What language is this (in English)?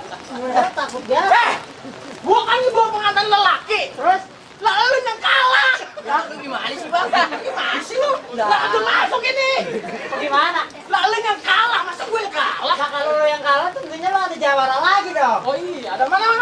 Betawi